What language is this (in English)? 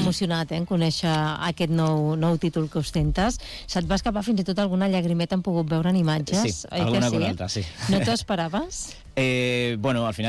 Catalan